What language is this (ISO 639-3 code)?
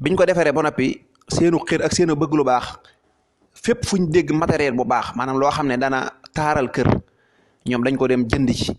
wol